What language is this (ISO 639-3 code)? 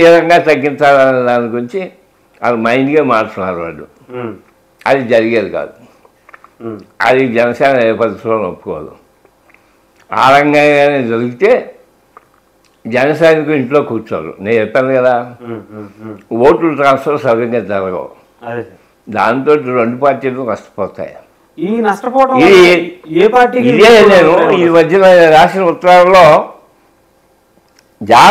tel